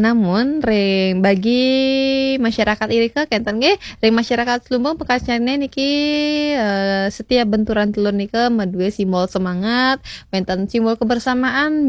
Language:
Balinese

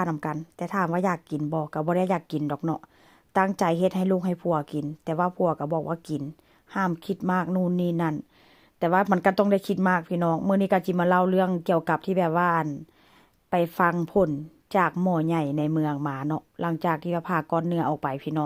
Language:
Northeastern Thai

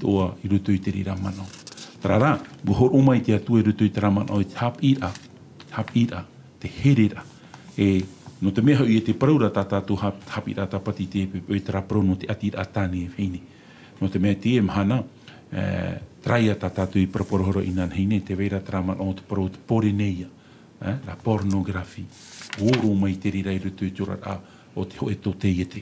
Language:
Tahitian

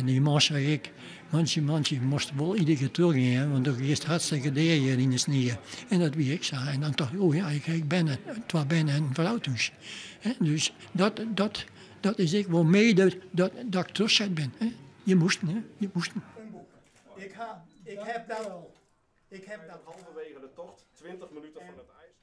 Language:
Western Frisian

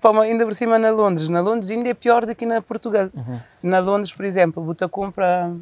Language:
Kabuverdianu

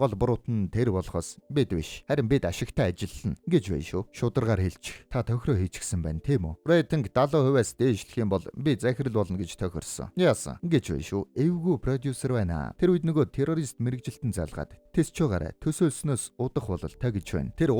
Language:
Mongolian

